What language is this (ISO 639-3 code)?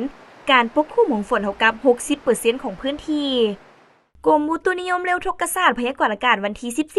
lao